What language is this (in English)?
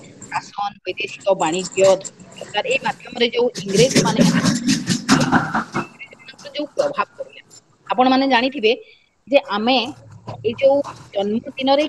Odia